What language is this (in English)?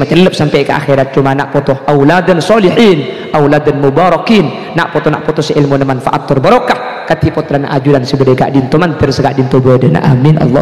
Madurese